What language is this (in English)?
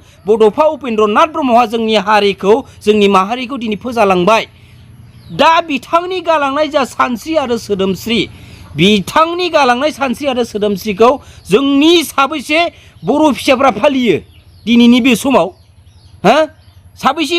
Bodo